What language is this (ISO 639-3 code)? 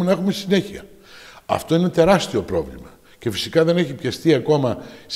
ell